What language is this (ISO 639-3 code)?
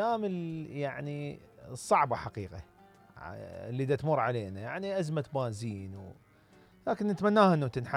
acm